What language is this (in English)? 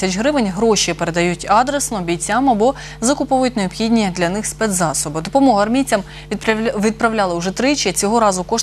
Ukrainian